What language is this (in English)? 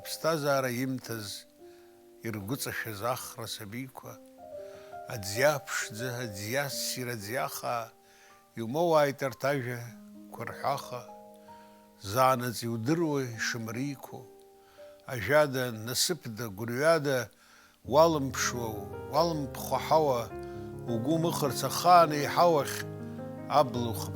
Abkhazian